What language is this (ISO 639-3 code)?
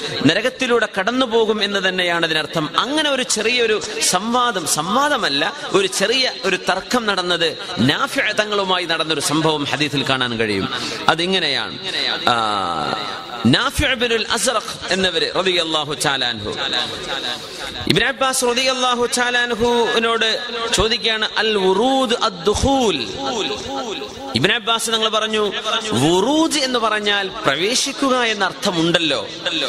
mal